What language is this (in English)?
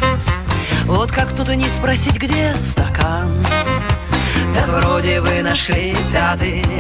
Hebrew